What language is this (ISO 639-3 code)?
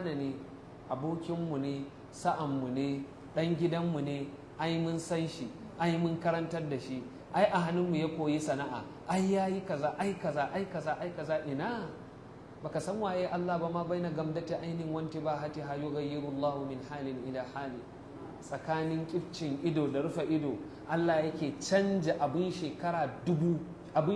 hau